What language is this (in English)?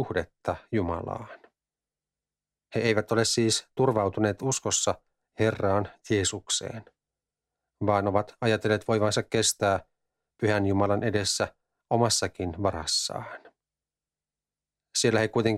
Finnish